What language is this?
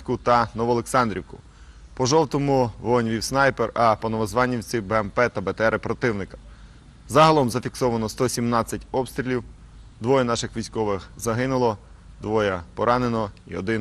Ukrainian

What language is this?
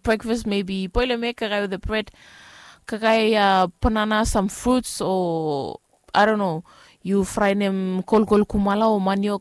Bislama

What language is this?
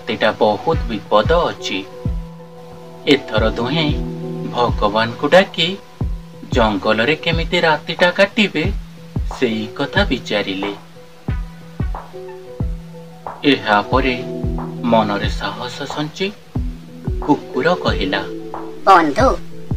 Odia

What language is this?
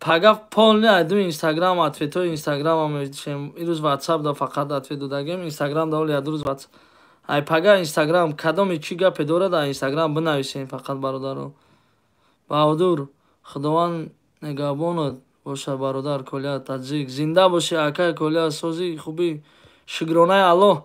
Tajik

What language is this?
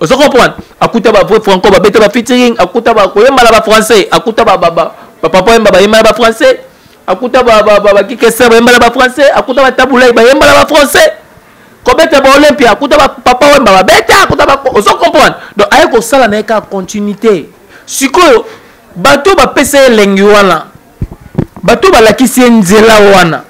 Lingala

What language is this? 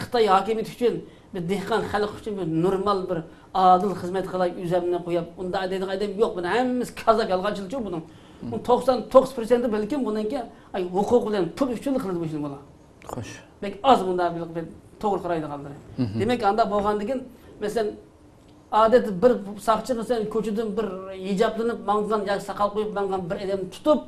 Uyghur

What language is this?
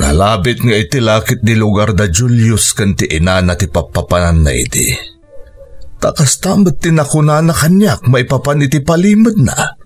Iloko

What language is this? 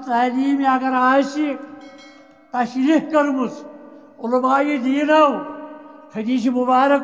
Kashmiri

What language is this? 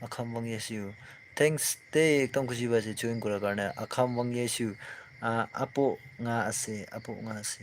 Naga Pidgin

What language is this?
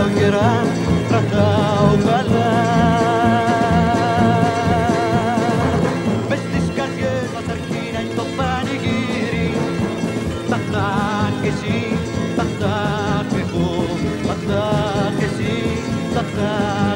Greek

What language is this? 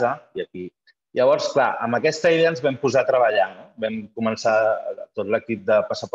Catalan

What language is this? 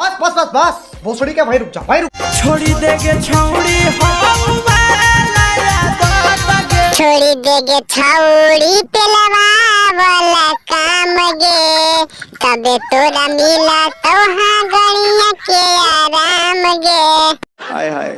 Magahi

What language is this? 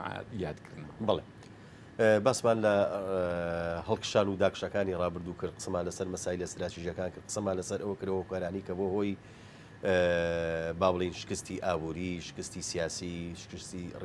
Central Kurdish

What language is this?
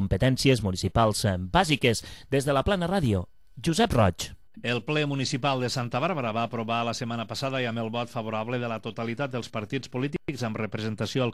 Catalan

